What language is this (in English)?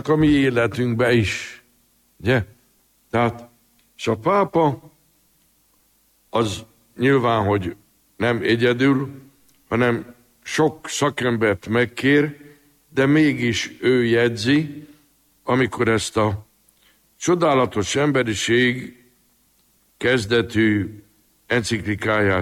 Hungarian